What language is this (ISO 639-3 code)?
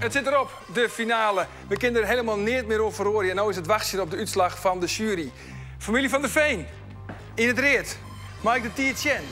fry